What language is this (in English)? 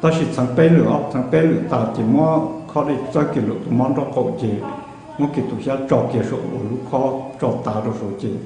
Hmong